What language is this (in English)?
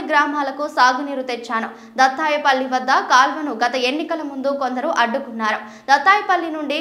Telugu